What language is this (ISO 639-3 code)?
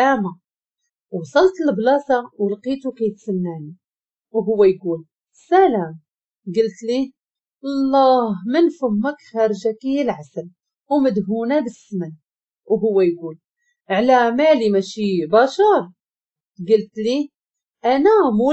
ary